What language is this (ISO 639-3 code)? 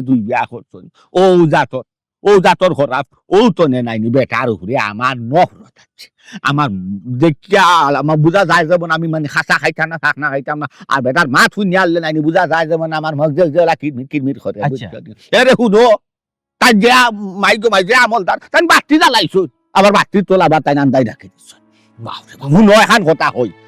syl